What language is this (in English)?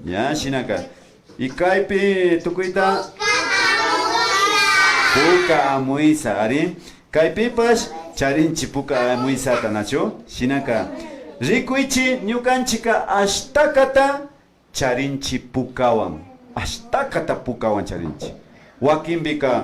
Imbabura Highland Quichua